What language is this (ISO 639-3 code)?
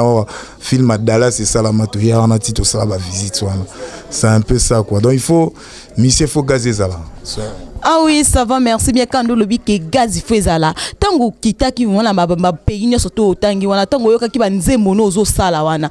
lin